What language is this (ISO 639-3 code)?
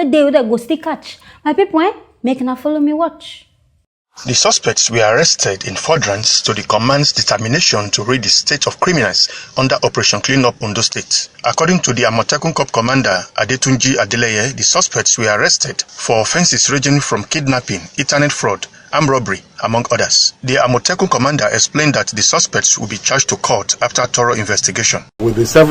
pcm